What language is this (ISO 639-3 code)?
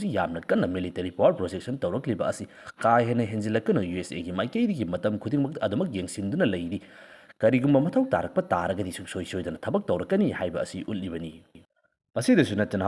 mni